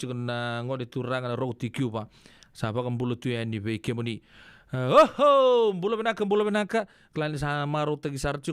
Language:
Fijian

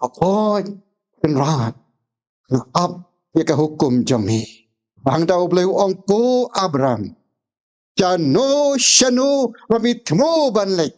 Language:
Khasi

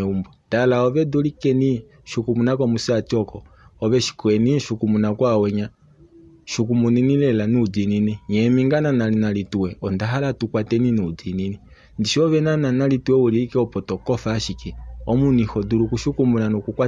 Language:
Kuanyama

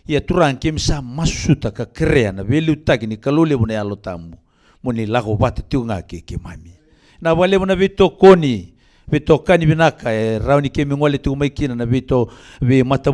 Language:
Fijian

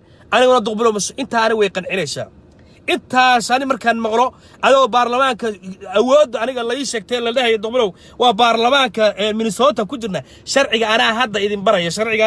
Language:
Somali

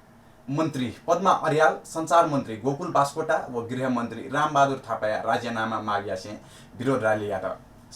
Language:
Newari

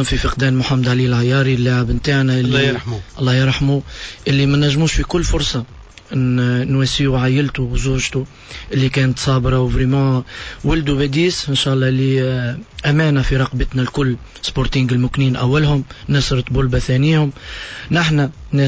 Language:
Tunisian Arabic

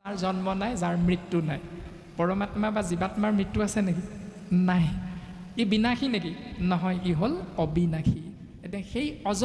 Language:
Assamese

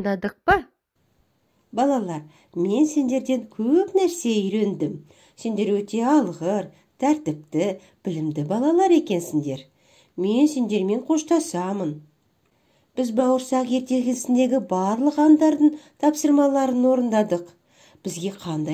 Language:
Kazakh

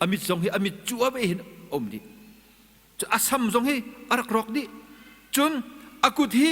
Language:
Hakha Chin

